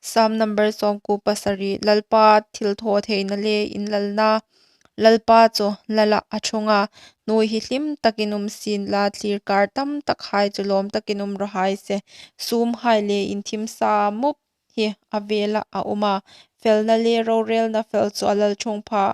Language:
Hmar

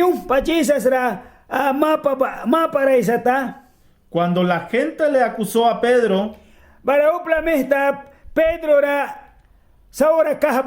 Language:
Mískito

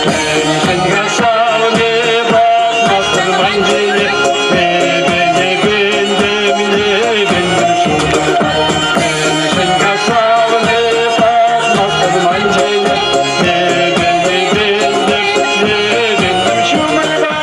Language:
Chuvash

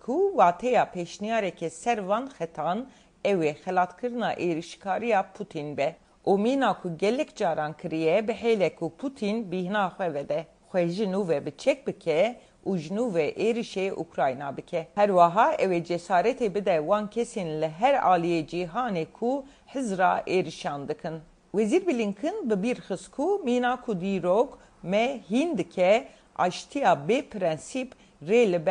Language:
Kurdish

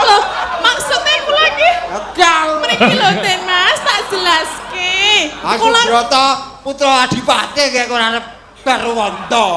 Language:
Javanese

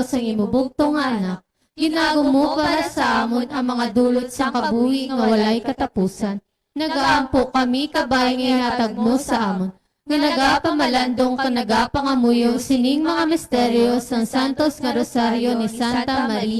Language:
Hiligaynon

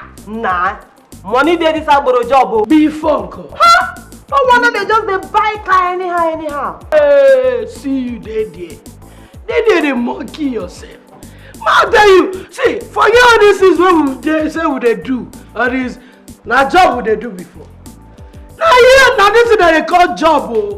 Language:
Nigerian Pidgin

